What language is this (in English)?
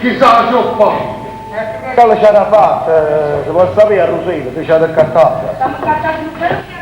Neapolitan